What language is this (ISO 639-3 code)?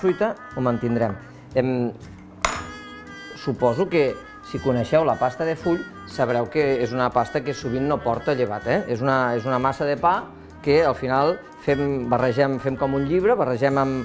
cat